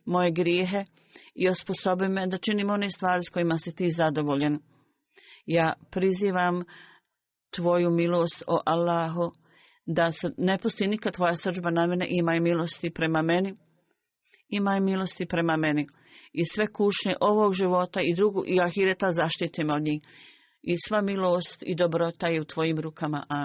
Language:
Bosnian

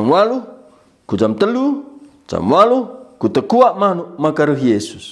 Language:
Batak Karo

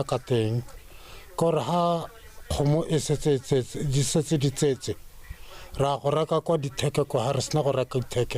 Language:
Tswana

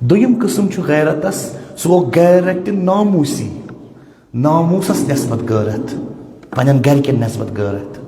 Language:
Kashmiri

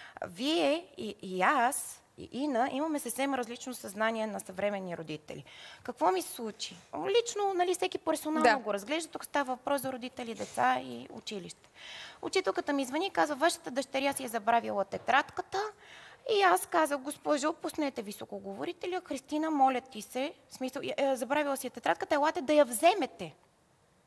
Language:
Bulgarian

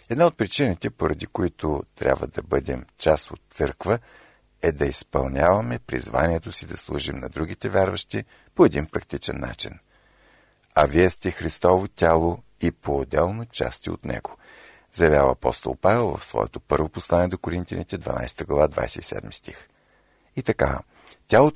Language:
Bulgarian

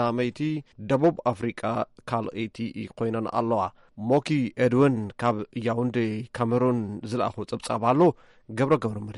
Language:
Tigrinya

